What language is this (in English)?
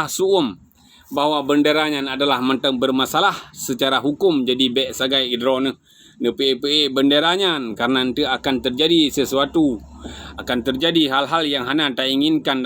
Achinese